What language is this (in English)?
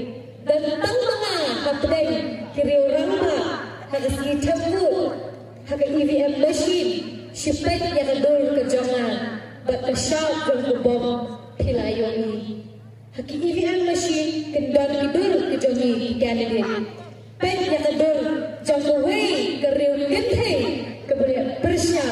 Khasi